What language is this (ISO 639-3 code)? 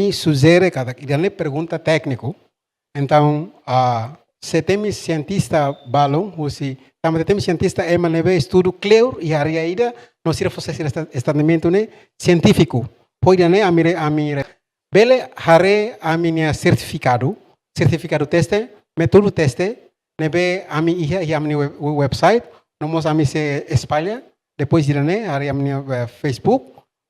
tet